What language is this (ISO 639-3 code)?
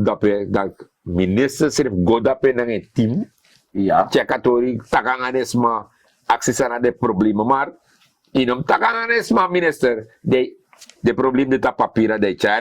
srn